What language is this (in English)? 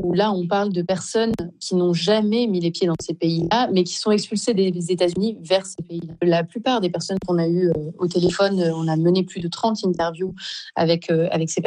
French